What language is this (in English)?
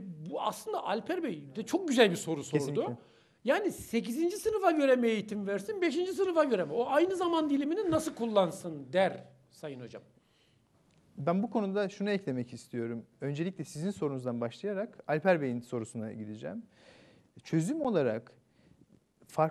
Turkish